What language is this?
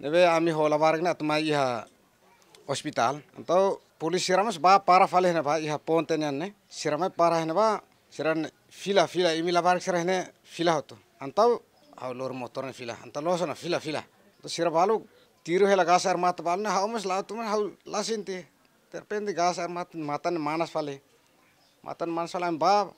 Tetum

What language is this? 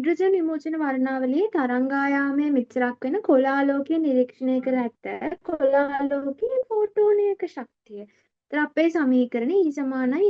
Sinhala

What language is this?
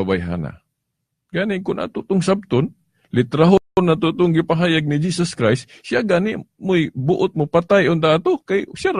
Cebuano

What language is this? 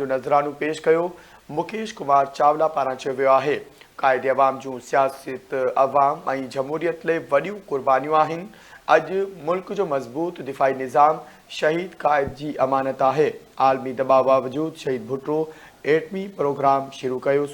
Sindhi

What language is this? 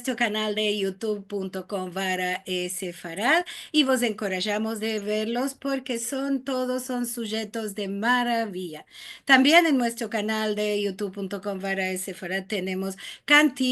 Ladino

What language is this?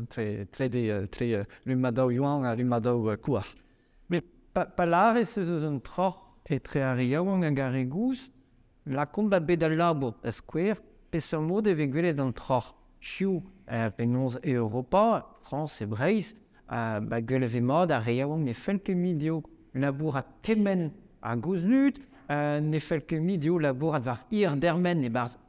Breton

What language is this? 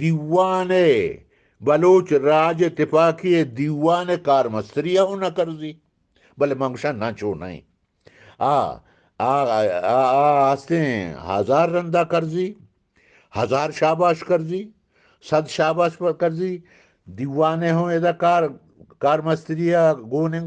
Eastern Balochi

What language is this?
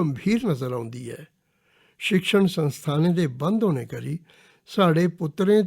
Dogri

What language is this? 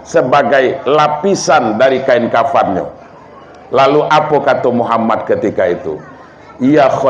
Minangkabau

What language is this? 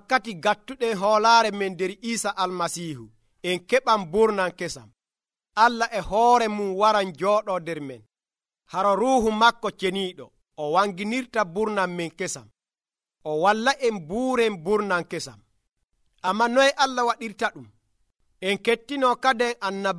Nigerian Fulfulde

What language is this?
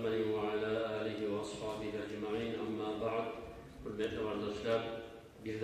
Kumyk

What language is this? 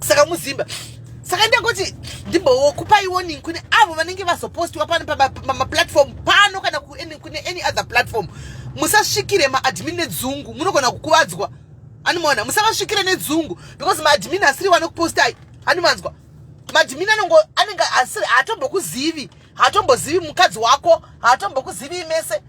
Shona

